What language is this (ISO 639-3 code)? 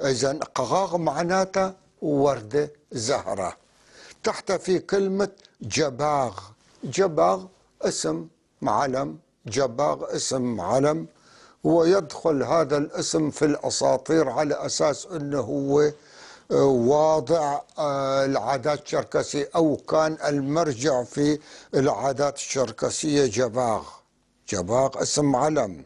apc